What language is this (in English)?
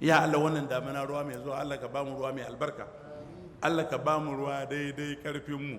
Hausa